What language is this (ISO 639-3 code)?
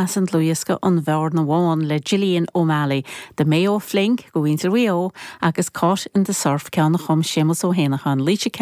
gle